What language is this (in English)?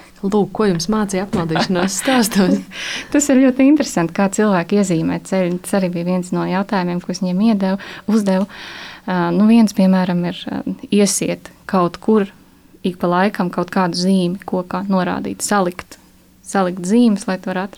Latvian